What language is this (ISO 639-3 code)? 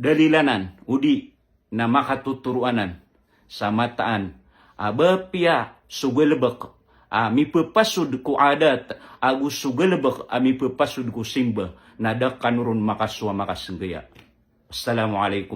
mrw